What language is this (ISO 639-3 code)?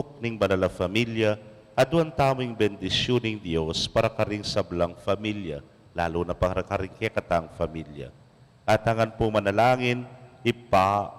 pam